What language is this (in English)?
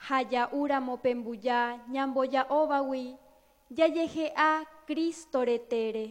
Guarani